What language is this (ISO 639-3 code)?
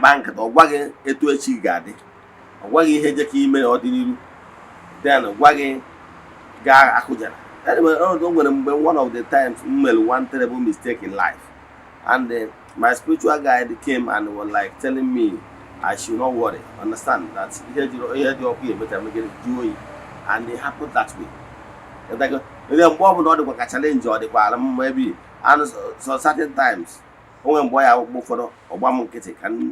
ibo